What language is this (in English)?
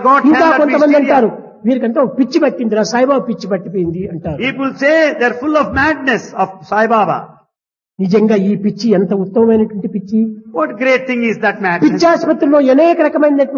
Telugu